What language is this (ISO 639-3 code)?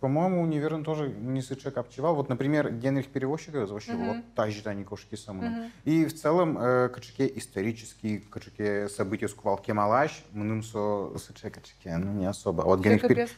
udm